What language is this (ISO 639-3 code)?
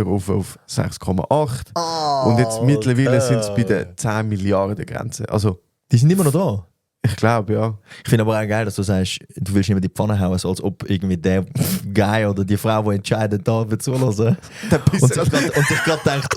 gsw